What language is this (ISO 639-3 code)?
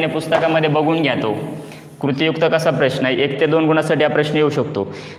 mar